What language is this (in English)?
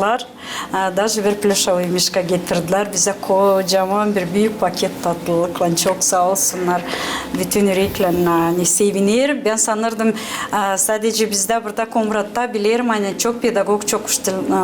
Gagauz